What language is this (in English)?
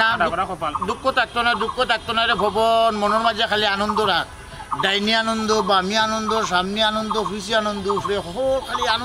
Sylheti